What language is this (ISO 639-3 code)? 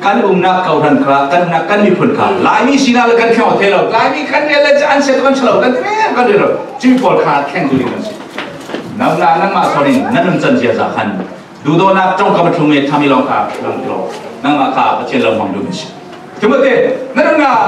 cfm